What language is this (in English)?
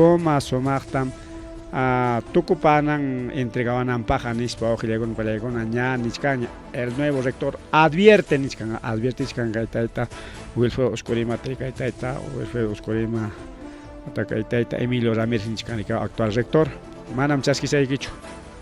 Ayacucho Quechua